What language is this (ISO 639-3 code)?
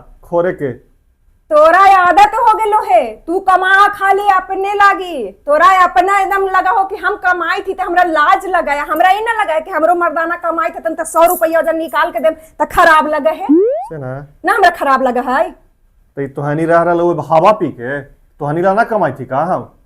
mag